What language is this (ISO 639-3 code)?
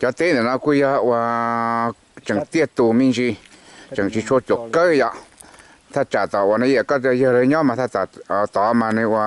hmn